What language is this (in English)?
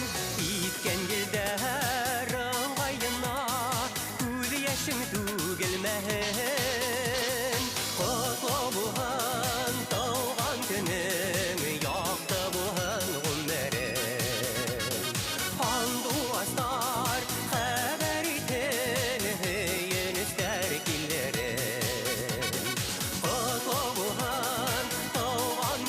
Bashkir